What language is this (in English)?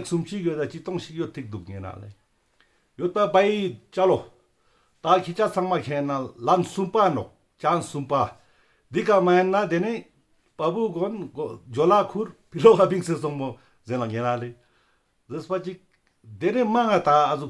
Ladakhi